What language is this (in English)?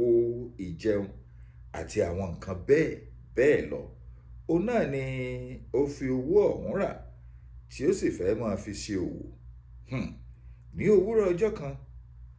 Yoruba